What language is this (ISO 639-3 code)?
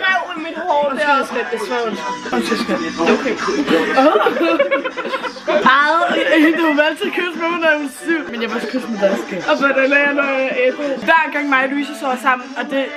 dan